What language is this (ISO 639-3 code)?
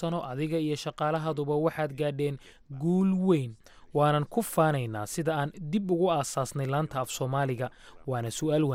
som